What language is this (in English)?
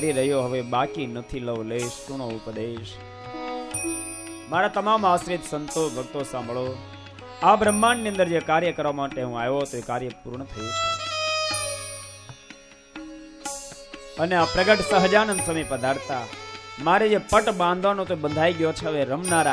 Gujarati